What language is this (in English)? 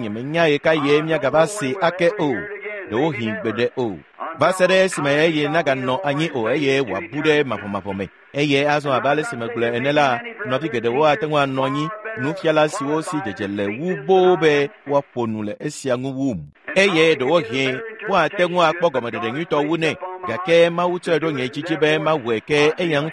Ewe